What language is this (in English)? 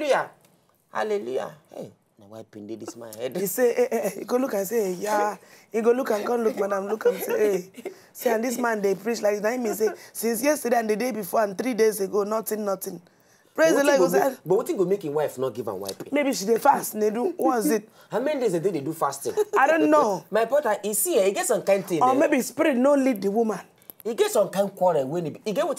Nigerian Pidgin